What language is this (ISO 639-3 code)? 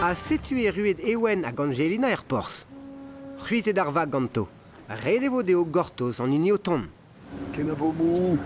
bre